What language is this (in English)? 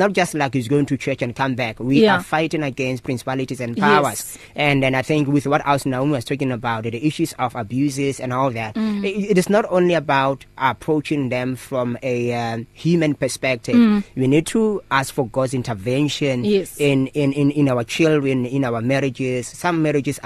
English